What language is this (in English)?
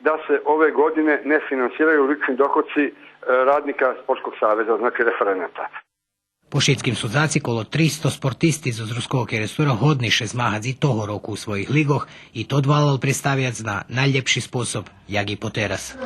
Rusyn